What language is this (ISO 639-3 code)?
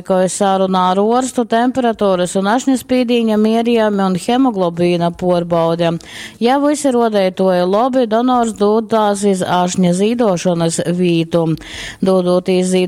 ltg